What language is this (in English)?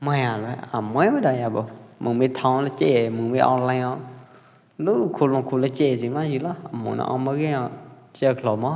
Pwo Eastern Karen